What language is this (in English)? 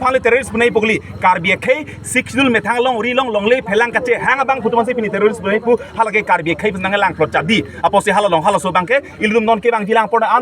Karbi